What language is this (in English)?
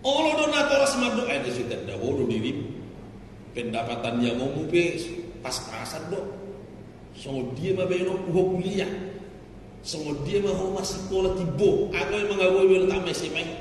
Batak Toba